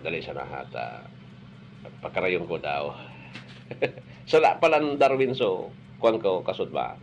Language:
Bikol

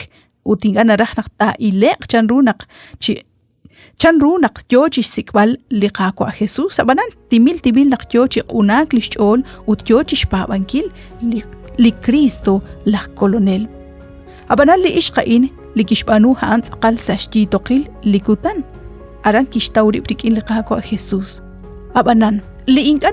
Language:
Kekchí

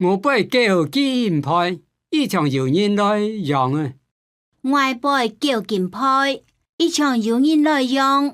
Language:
Hakka Chinese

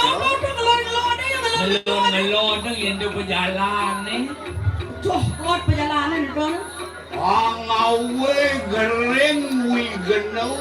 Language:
Balinese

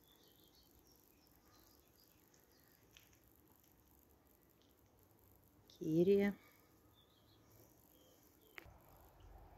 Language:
Russian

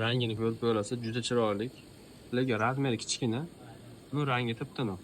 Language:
Uzbek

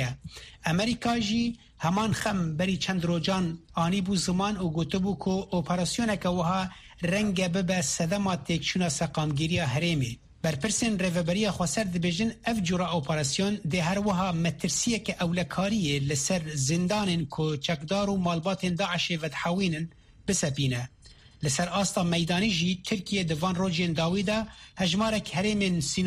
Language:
Kurdish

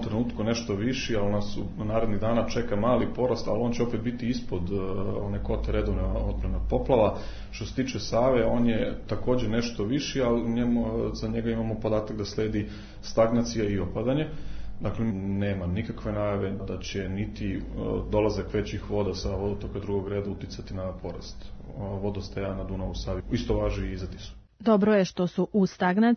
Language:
Serbian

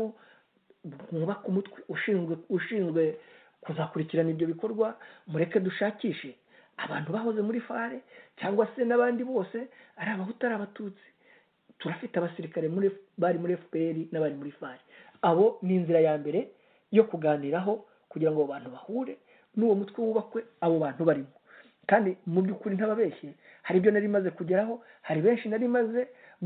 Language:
Kinyarwanda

